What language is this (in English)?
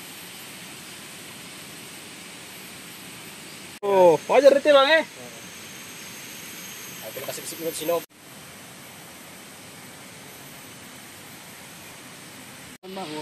Indonesian